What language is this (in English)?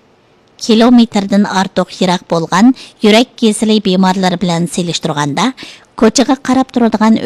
Uyghur